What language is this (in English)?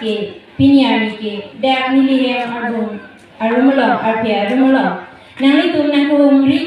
Karbi